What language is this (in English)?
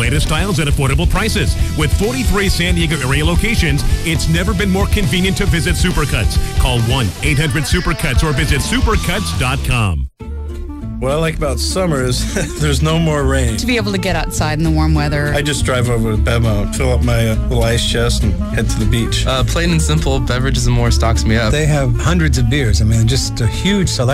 English